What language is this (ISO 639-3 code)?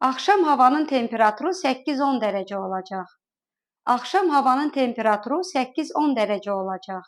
aze